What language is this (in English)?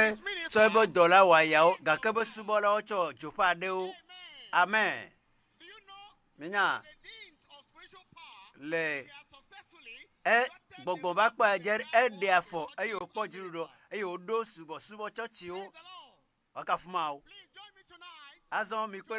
Ewe